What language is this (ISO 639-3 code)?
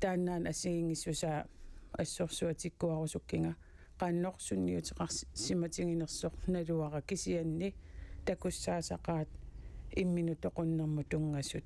kal